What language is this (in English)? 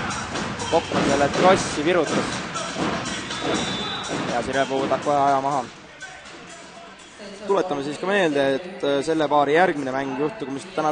Estonian